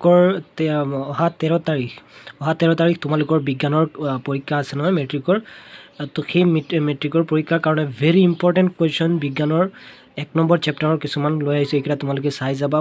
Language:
Assamese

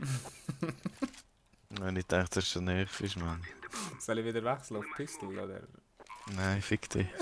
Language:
Swiss German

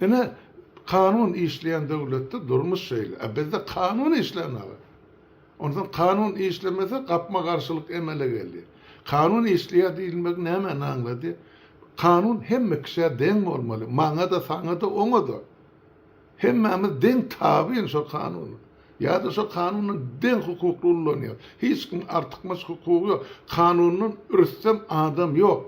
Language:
Turkmen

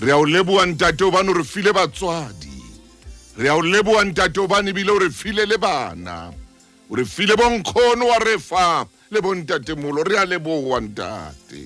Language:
Southern Sotho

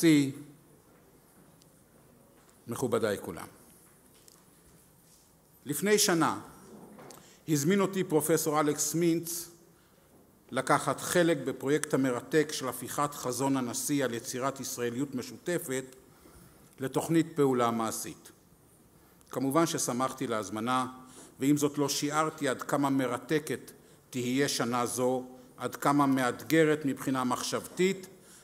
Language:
Hebrew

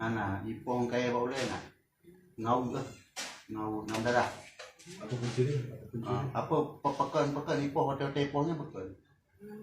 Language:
Achinese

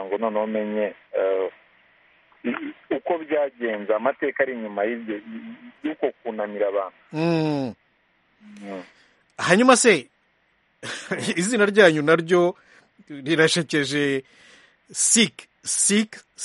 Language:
Kinyarwanda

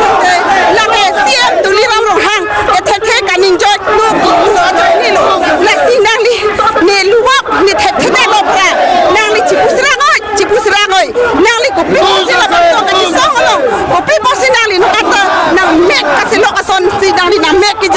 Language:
Karbi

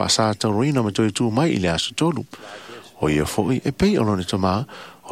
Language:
Samoan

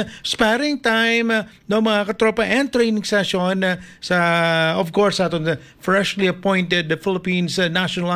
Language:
Hiligaynon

